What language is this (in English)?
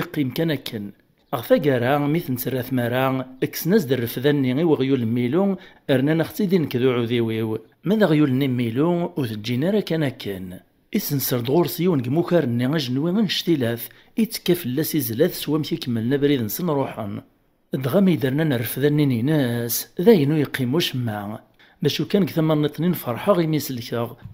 Kabyle